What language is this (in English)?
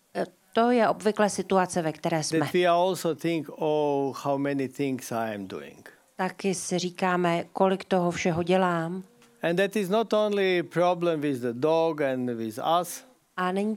Czech